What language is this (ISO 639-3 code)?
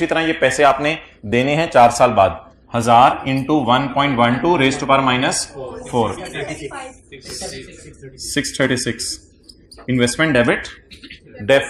hin